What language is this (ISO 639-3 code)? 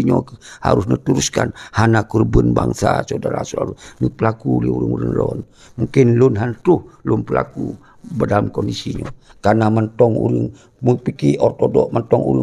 ace